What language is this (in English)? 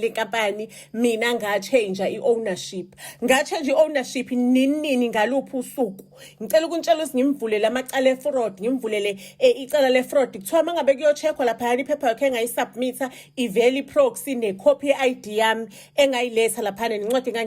Zulu